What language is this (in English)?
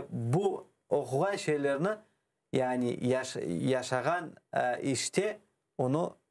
Crimean Tatar